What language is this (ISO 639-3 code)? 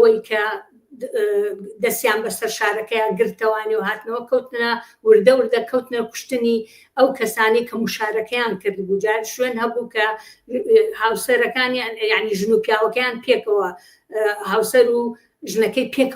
ckb